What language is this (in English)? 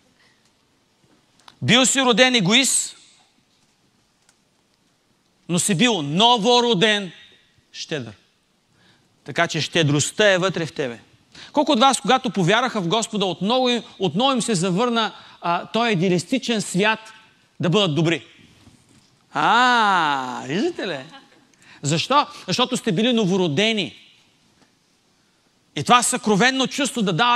Bulgarian